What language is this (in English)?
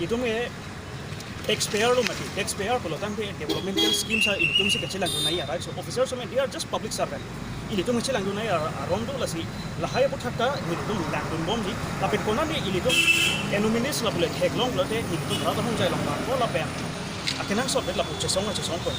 Karbi